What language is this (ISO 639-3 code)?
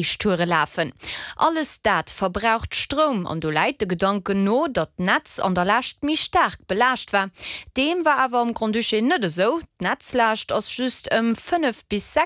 ltz